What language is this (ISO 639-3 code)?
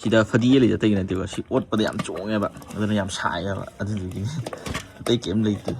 mni